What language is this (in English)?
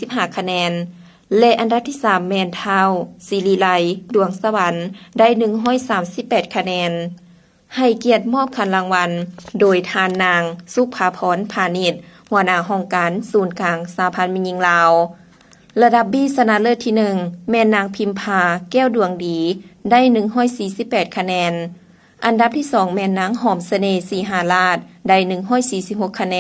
Lao